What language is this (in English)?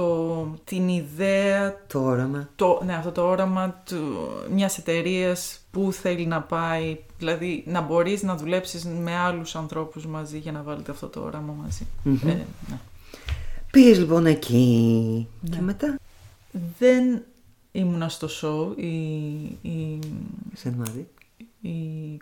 Greek